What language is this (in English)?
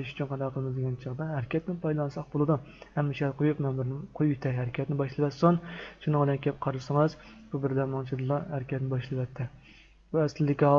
Uyghur